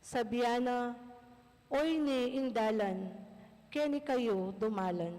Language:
Pampanga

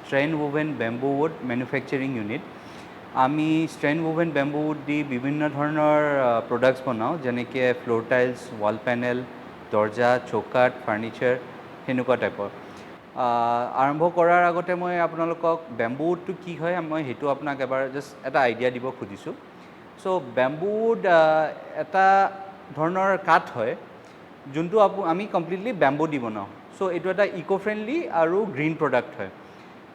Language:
Assamese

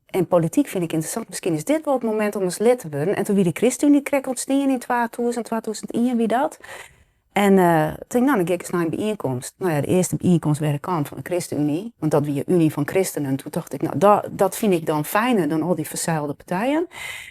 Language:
Western Frisian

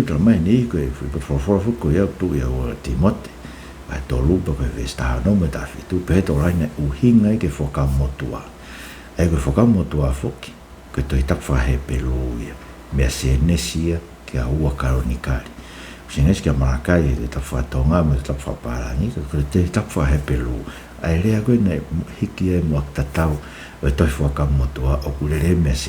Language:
Tongan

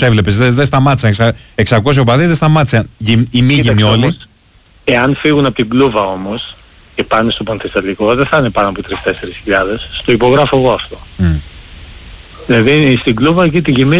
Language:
Greek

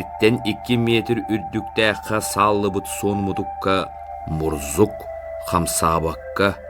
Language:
Yakut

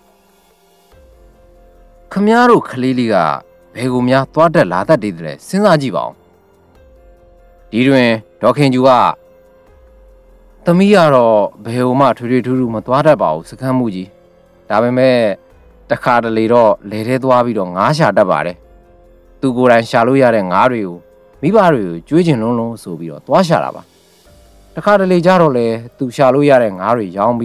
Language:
Burmese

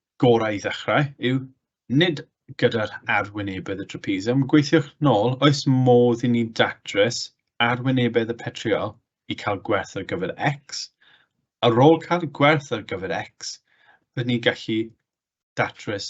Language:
Welsh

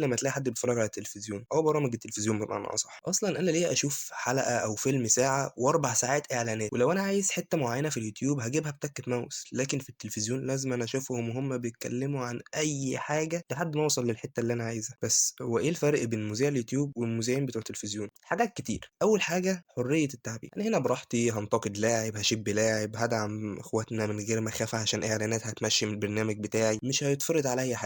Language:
Egyptian Arabic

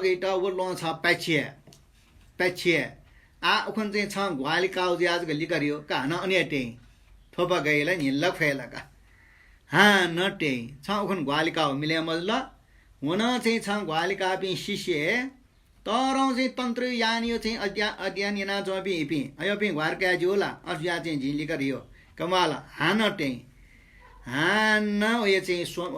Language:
Newari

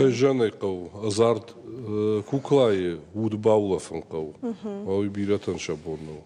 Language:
Ossetic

